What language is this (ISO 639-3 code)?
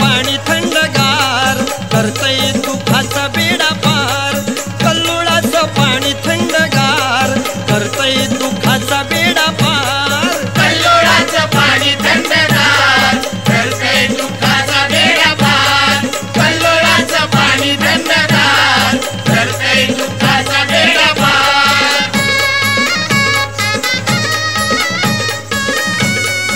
mar